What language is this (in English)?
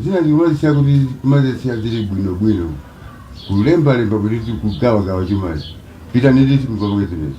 Nyanja